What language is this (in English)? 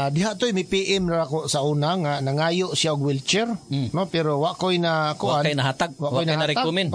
Cebuano